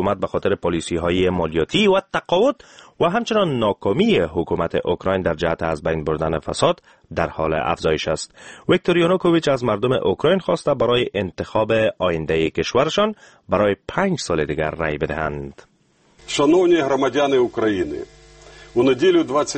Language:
Persian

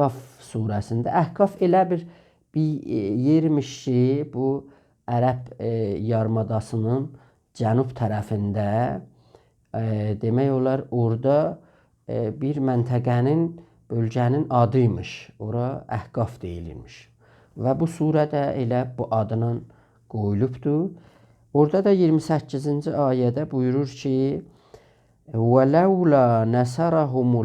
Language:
South Azerbaijani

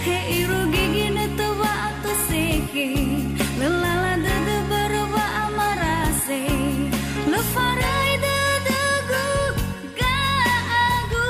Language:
Nias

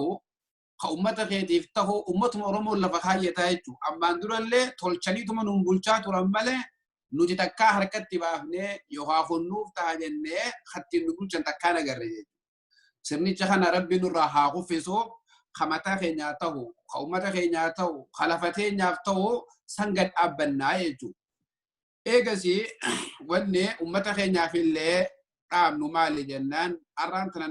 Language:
Oromo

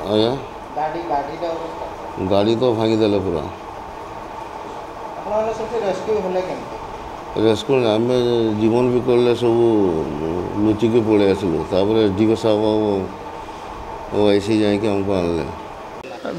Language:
Odia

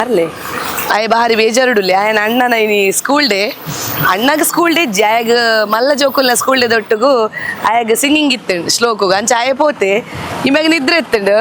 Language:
Tulu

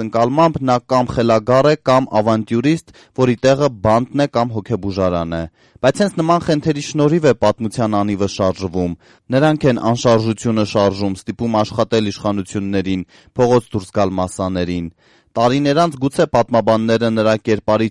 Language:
Armenian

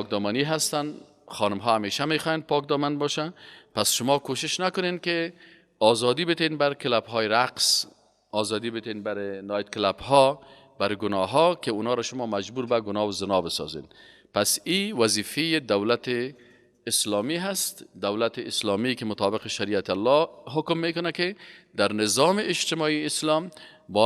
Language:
Persian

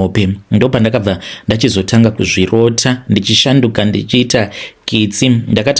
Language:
Shona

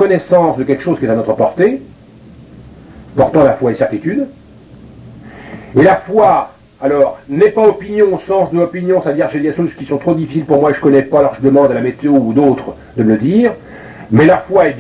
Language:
French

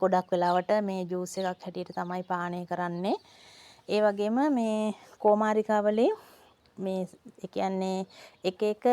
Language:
Sinhala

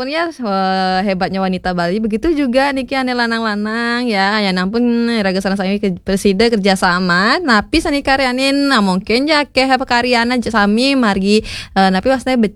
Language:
Balinese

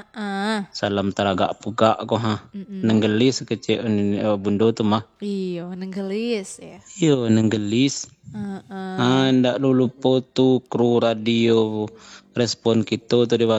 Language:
Minangkabau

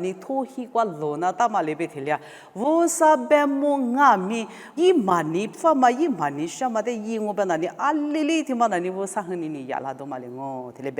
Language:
Lisu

